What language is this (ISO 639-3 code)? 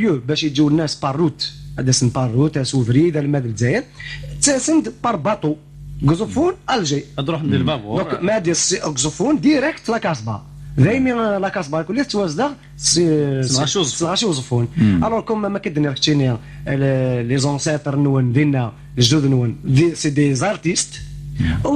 kab